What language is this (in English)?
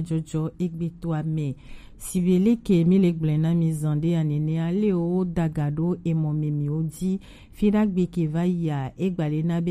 Gen